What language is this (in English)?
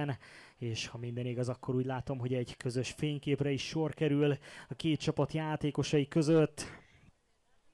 Hungarian